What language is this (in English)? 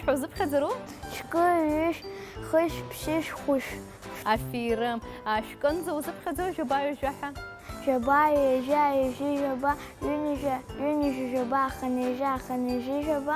Abkhazian